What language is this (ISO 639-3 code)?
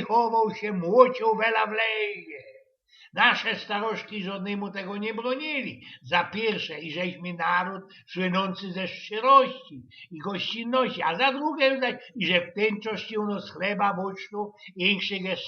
szl